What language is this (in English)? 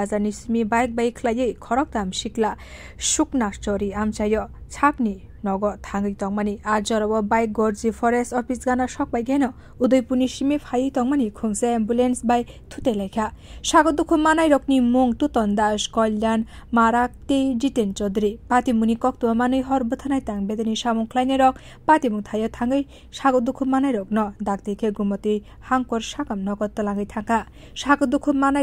Kok Borok